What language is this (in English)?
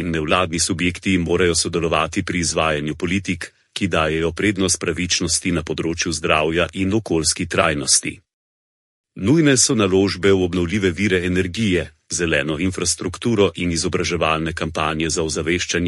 Slovenian